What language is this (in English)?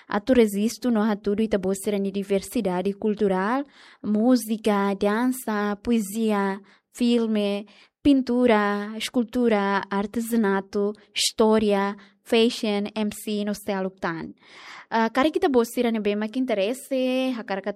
Tetum